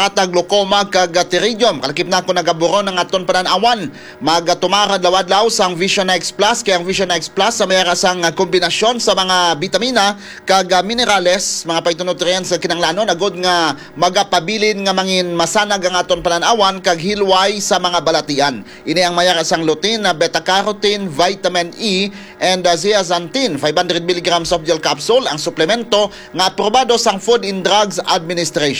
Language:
Hiligaynon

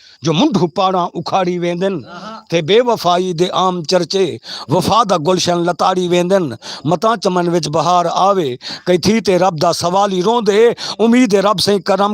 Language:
Saraiki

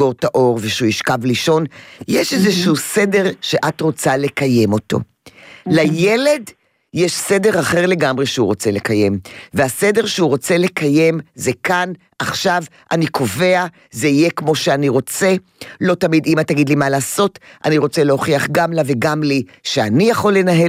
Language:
Hebrew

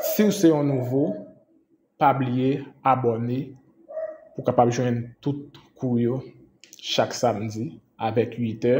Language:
Haitian Creole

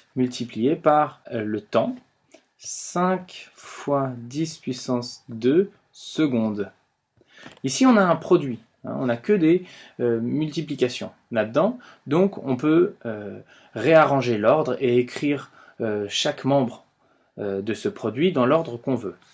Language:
French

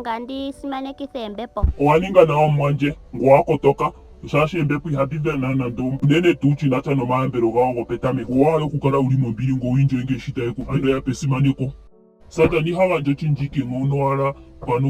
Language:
Ndonga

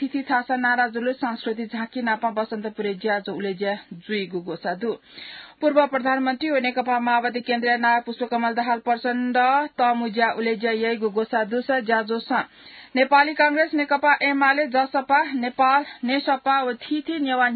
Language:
Newari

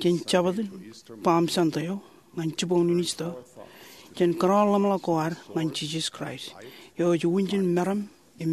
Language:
Marshallese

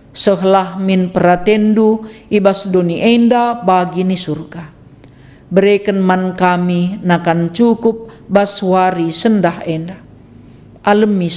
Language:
Batak Karo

